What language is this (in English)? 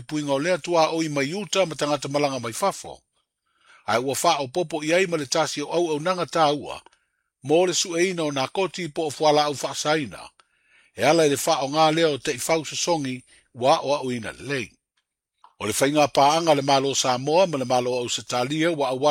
Samoan